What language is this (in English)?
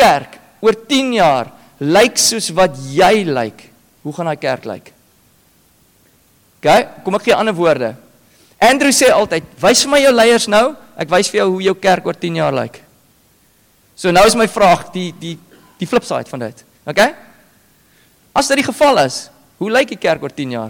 Afrikaans